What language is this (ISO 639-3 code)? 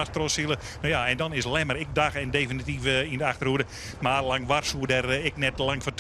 fry